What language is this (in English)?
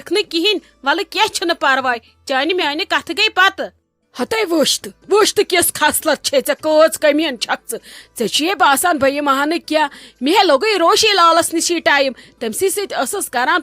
Kashmiri